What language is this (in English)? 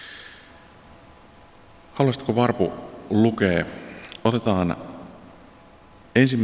Finnish